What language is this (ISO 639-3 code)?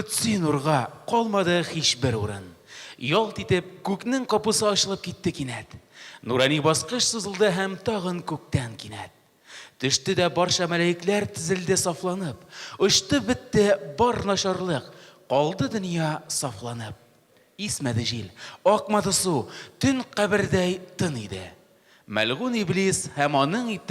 tat